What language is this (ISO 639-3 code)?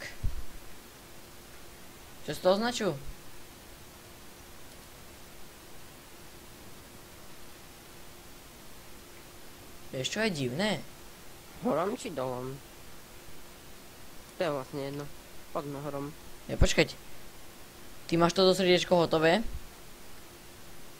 slk